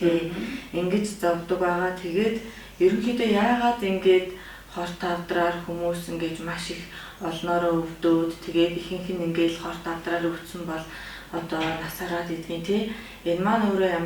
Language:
Mongolian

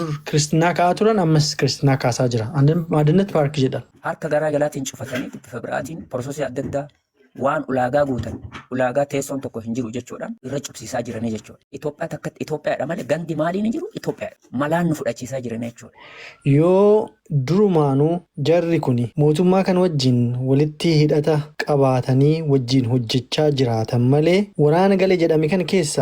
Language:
Oromo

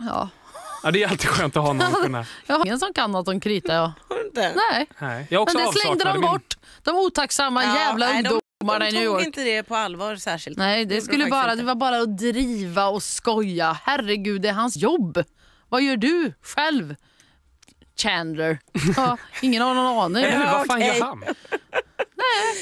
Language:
Swedish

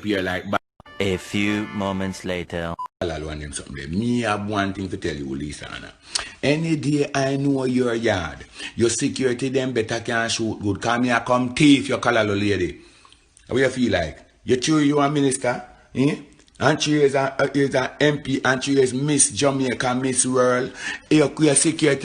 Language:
Jamaican Creole English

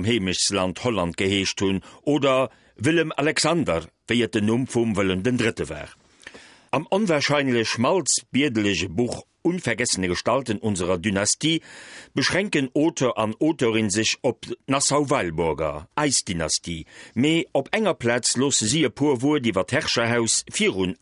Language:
Luxembourgish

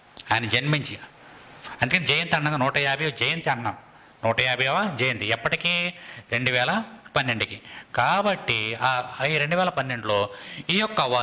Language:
Telugu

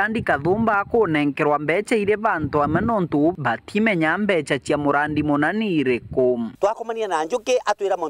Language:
Meru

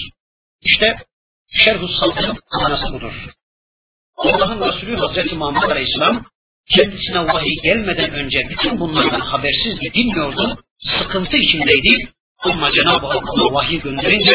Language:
Turkish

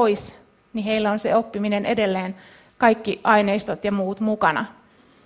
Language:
Finnish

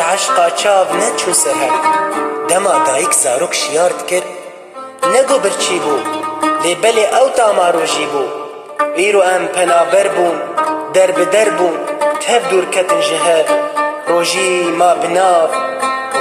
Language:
Kurdish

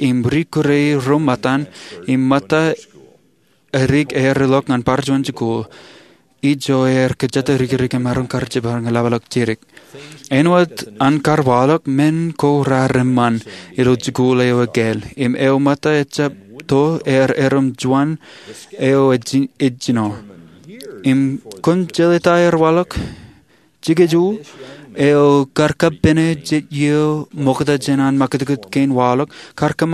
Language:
Marshallese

